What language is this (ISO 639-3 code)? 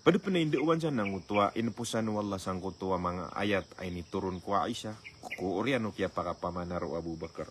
mrw